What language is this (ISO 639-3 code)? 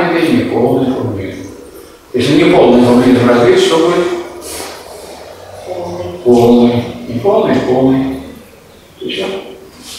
rus